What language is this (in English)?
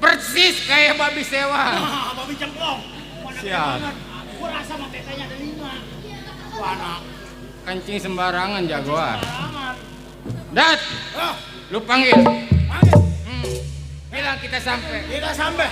Betawi